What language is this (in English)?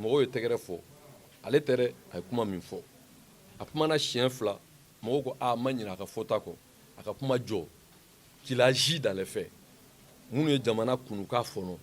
Bambara